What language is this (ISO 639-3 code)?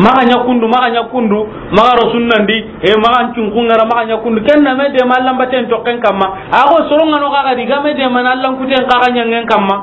snk